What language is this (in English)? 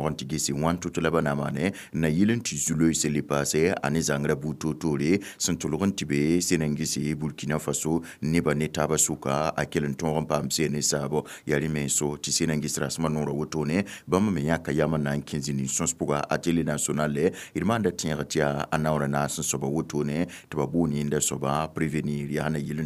Mossi